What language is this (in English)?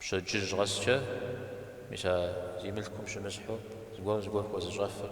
Kabardian